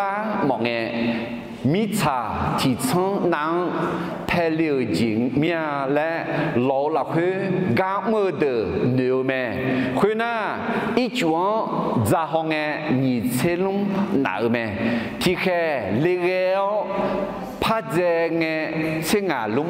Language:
Akha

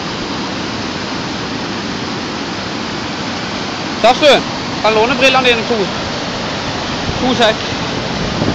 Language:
Norwegian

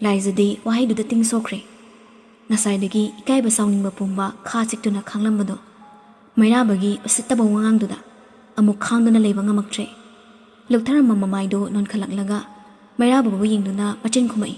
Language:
Manipuri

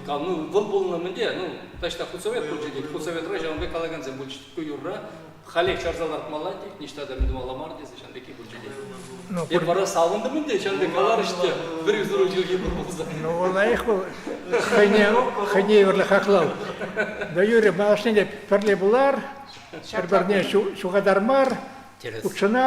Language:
Chuvash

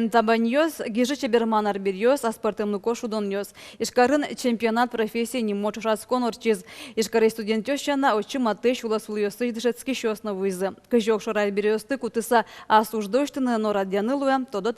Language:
Udmurt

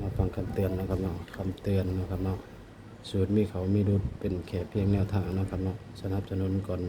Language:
Northeastern Thai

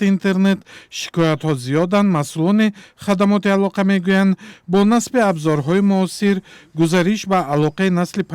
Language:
Tajik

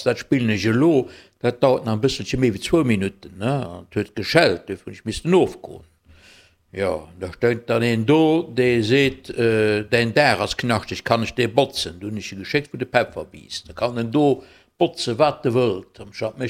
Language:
Luxembourgish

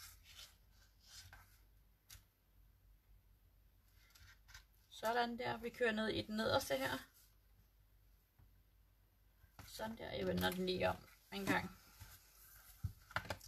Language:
Danish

